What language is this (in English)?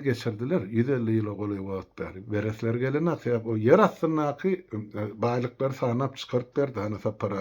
Turkmen